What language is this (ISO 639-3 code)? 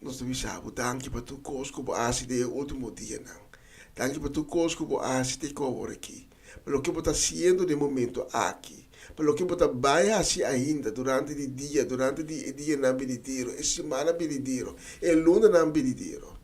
pap